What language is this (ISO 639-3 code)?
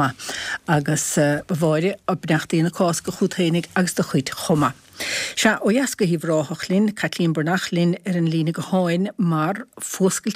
gle